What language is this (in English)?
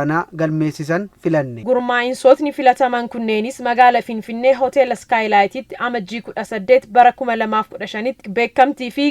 Oromo